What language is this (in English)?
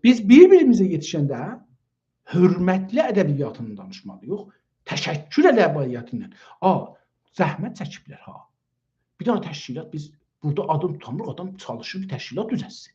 South Azerbaijani